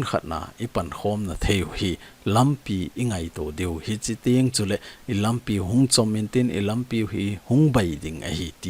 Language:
Thado Chin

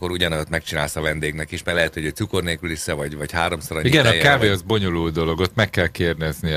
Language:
Hungarian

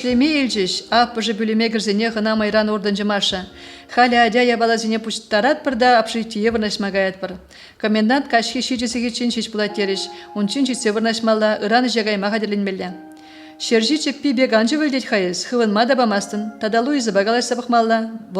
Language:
Chuvash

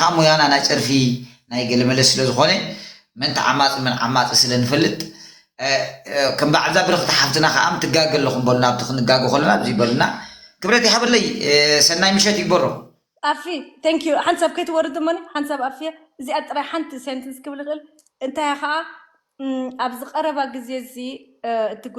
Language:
Tigrinya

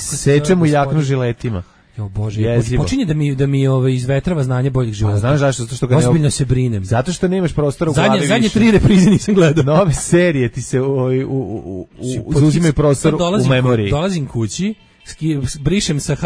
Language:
Serbian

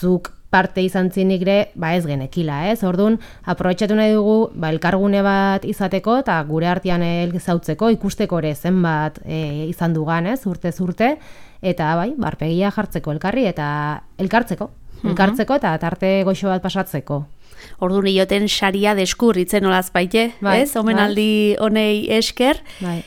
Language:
Basque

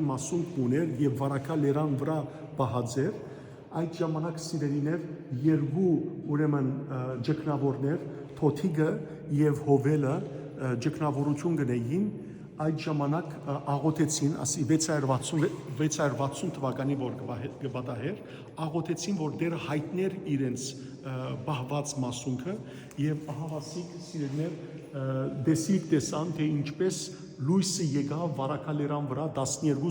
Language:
Western Armenian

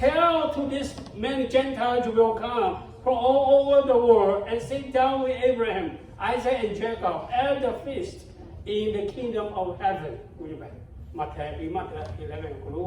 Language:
Lahu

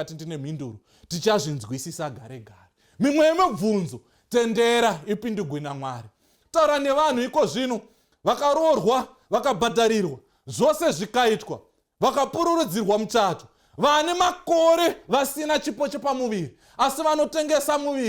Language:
Shona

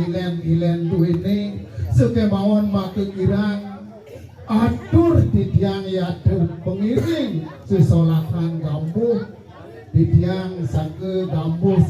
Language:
Balinese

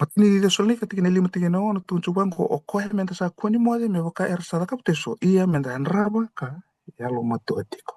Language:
Fijian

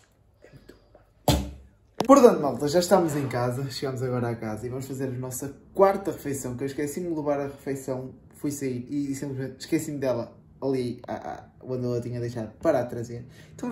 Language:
Portuguese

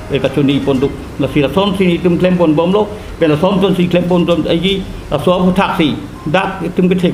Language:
Karbi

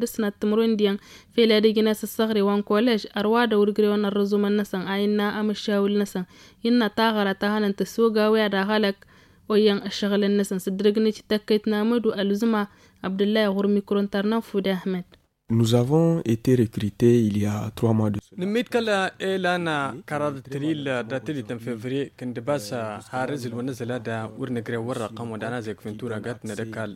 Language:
Tamasheq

